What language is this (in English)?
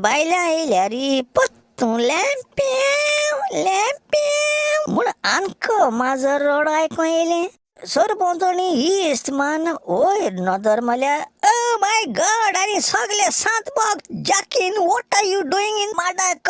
Konkani